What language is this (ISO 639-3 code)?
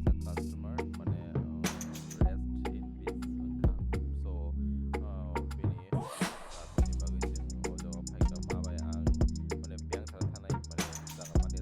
trp